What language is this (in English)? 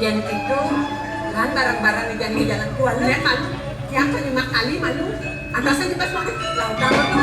Balinese